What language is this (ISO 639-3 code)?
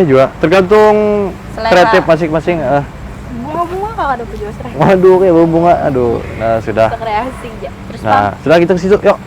bjn